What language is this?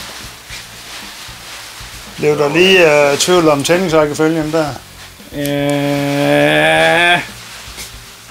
Danish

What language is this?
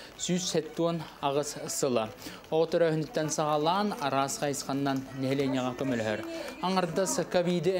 Yakut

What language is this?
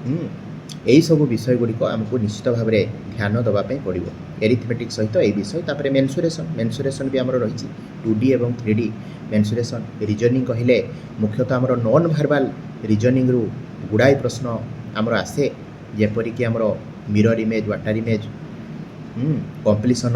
Odia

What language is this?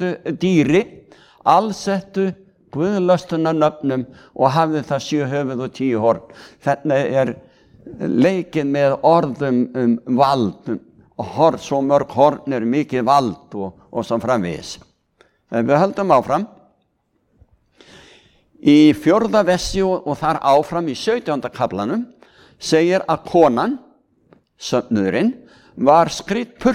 Icelandic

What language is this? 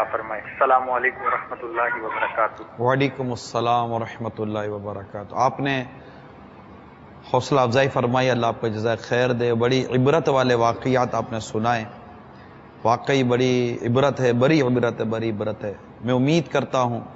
Urdu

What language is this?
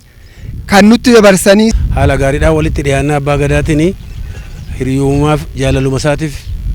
Oromo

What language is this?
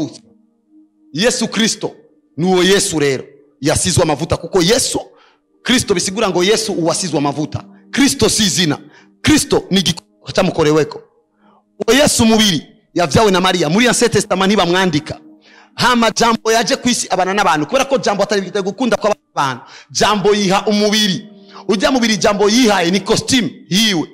Rundi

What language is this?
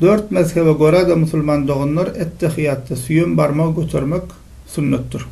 Turkmen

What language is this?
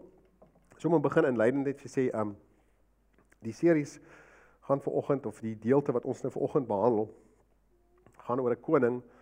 Afrikaans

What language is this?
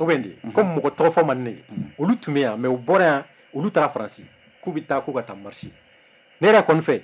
Bambara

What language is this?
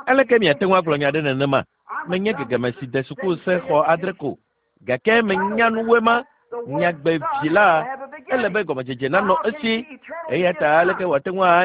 Ewe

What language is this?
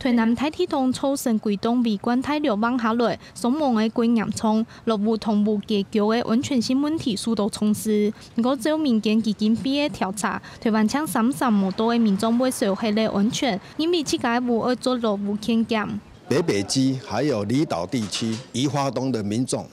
Hakka Chinese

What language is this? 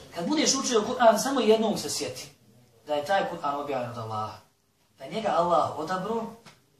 Bosnian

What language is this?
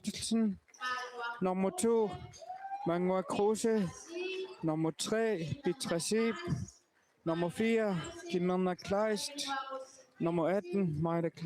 Kalaallisut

